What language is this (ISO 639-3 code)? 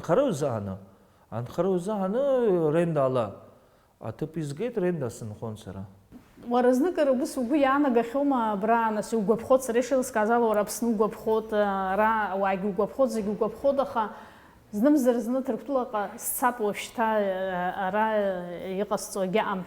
abk